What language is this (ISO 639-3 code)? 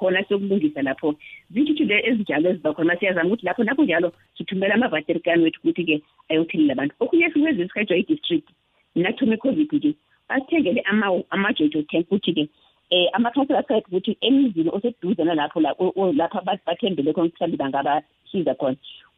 nbl